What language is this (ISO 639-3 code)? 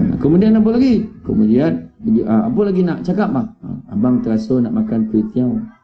msa